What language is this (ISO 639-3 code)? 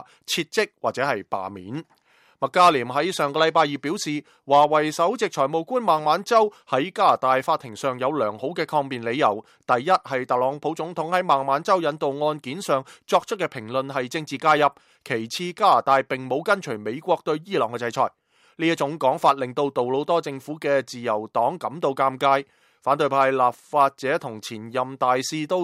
yue